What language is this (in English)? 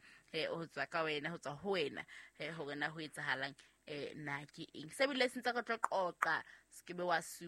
Southern Sotho